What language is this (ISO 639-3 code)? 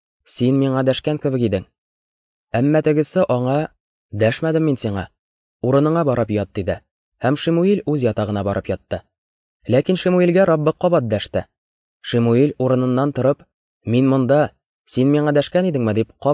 tat